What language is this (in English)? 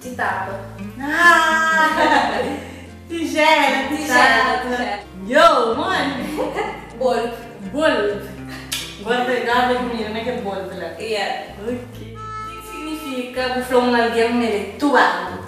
Kabuverdianu